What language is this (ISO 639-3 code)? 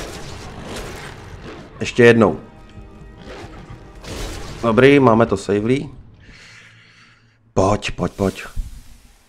ces